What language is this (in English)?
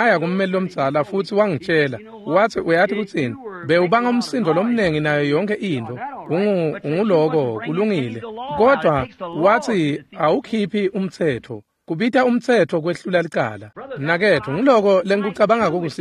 Swati